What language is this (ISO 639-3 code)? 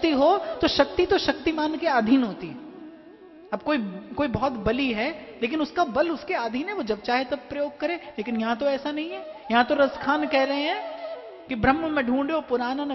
hin